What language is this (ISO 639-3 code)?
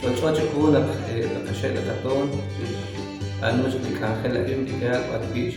kek